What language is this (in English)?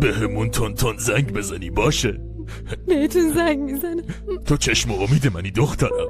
Persian